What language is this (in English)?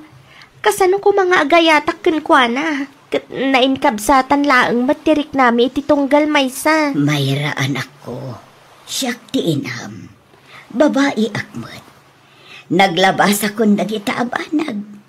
Iloko